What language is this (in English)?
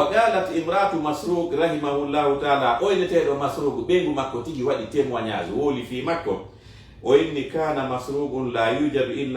Fula